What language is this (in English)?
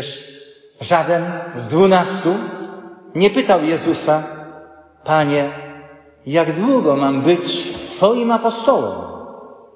Polish